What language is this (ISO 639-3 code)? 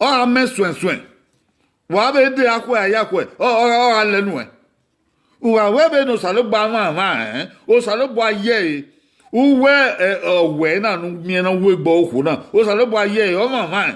bin